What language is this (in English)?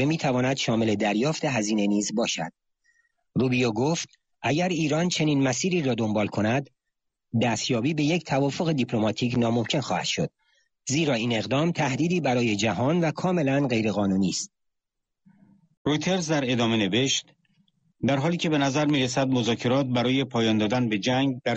Persian